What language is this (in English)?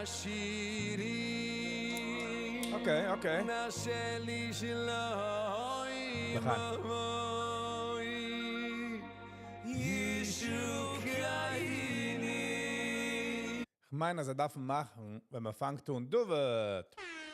Yiddish